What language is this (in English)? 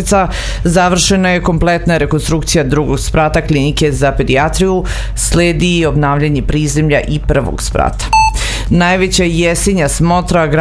Serbian